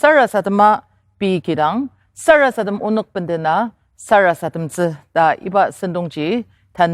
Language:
Ao Naga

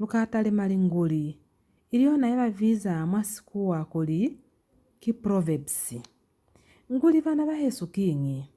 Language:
Lozi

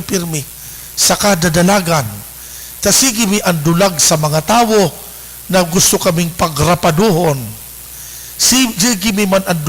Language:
Bikol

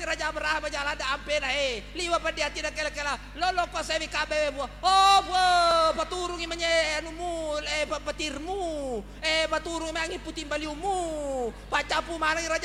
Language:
Buginese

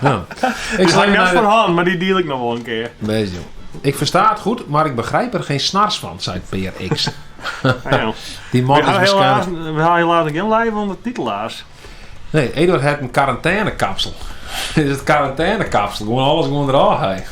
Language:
Western Frisian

